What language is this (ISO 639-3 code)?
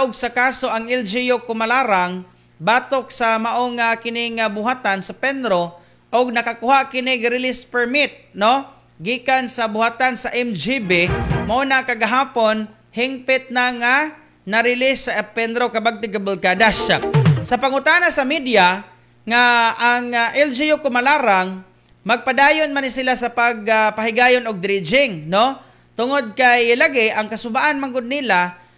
ceb